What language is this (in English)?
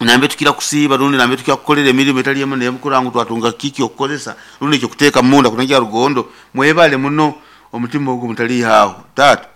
Nyoro